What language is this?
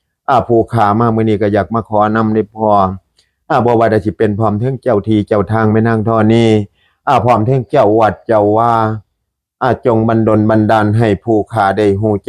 Northeastern Thai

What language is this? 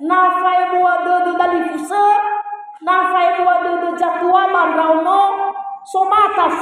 Nias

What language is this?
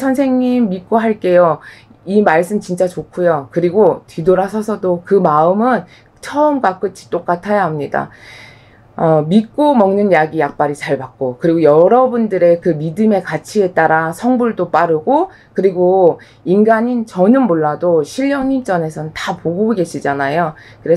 Korean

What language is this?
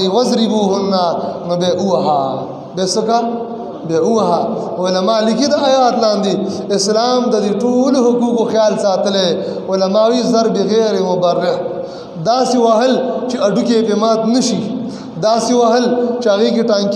Pashto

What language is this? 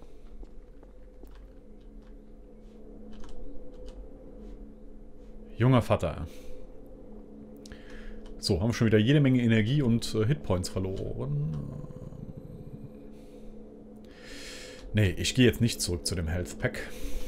German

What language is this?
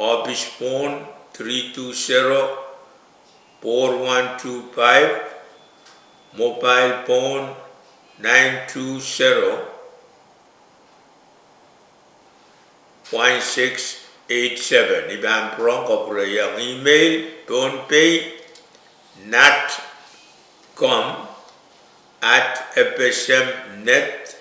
Pohnpeian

